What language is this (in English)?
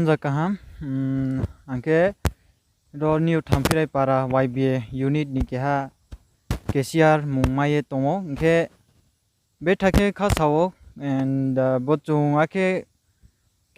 Riang (India)